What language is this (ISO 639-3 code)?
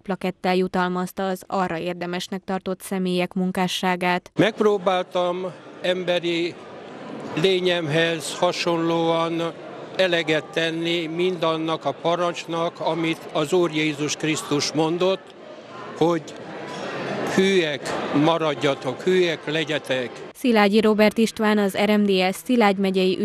hun